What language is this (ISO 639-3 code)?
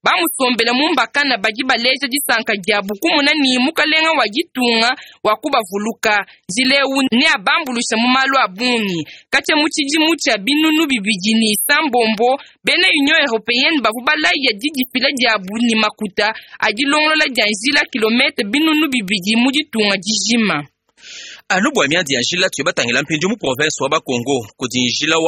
lua